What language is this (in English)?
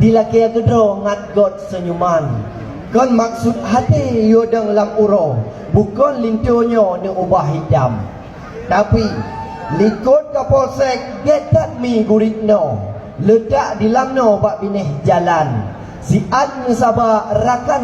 Achinese